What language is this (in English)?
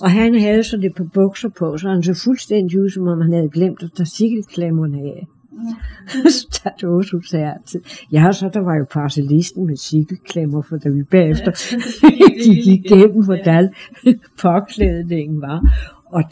Danish